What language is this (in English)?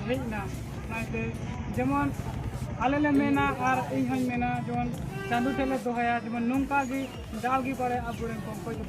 Santali